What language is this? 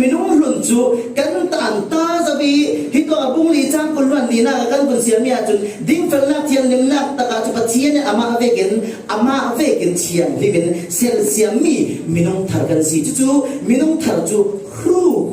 Falam Chin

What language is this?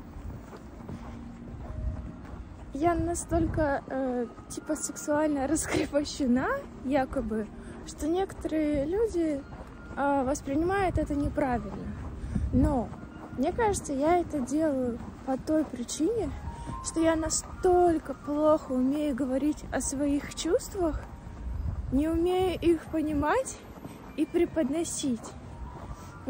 Russian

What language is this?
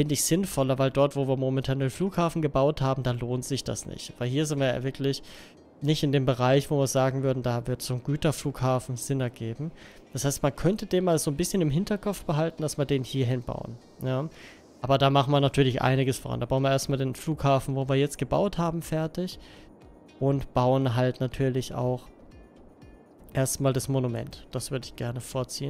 German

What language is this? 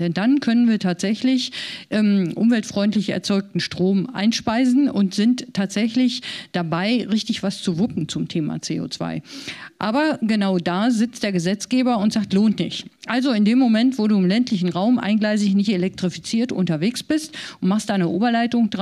German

